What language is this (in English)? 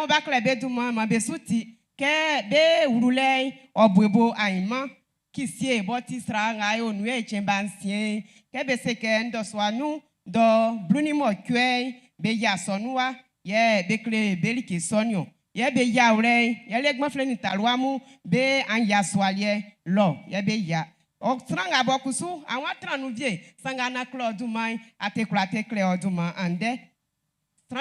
Baoulé